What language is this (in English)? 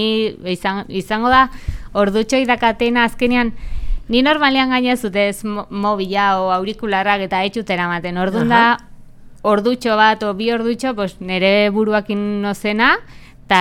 Basque